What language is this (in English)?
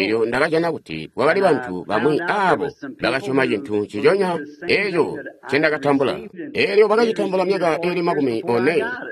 Tonga (Zambia)